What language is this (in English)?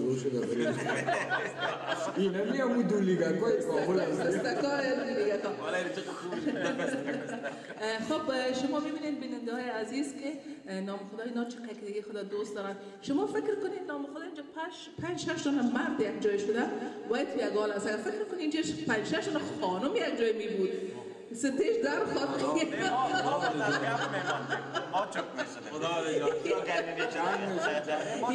Persian